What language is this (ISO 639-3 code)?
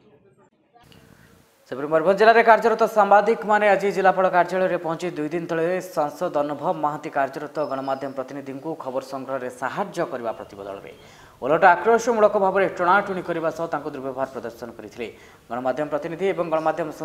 ori